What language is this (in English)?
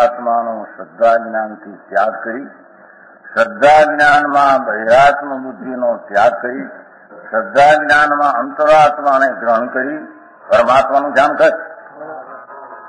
Gujarati